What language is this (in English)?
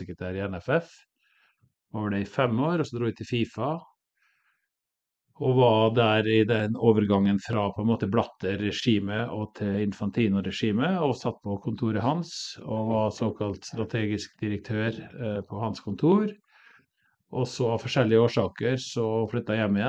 Norwegian